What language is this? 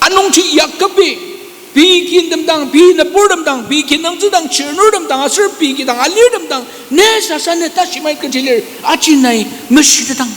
Ao Naga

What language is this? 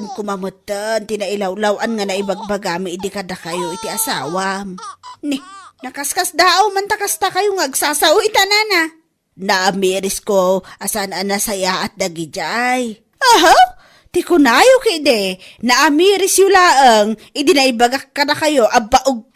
Iloko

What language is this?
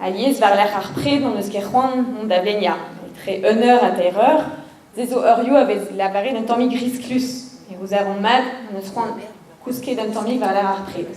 Breton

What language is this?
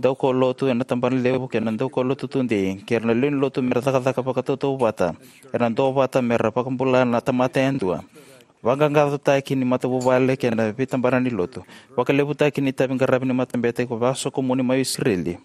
Fijian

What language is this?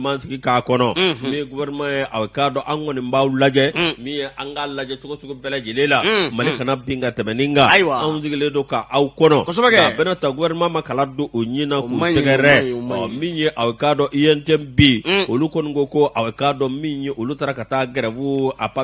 Bambara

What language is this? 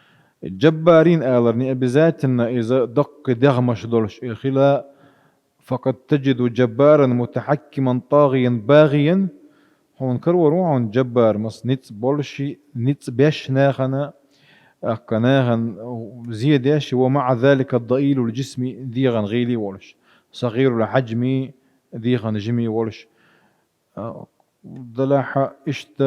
Chechen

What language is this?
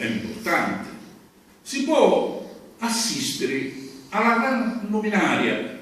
Sicilian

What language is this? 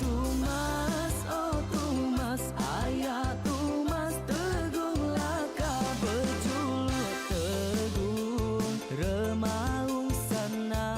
Iban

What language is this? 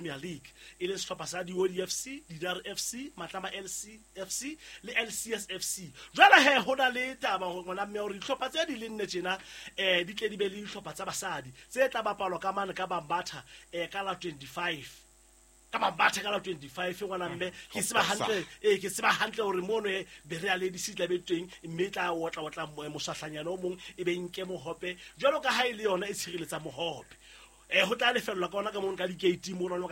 Southern Sotho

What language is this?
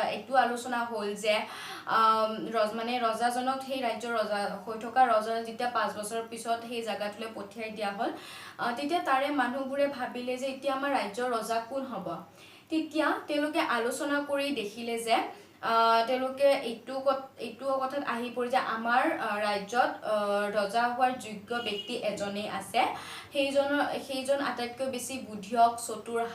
Assamese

